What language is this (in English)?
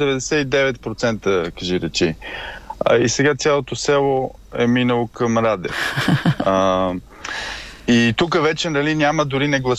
Bulgarian